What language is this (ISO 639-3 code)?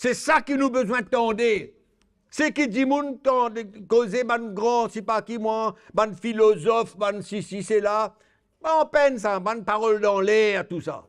mfe